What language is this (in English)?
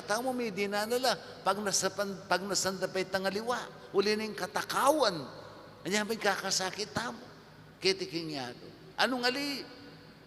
Pampanga